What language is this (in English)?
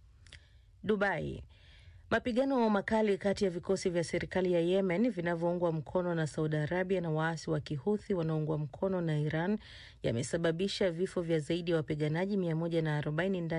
Swahili